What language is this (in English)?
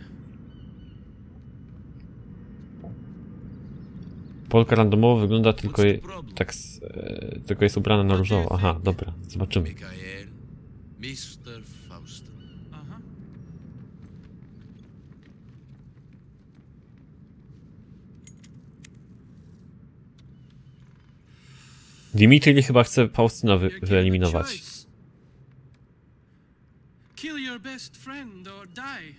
Polish